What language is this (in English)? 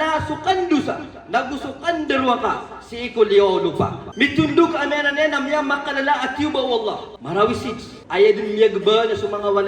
Maranao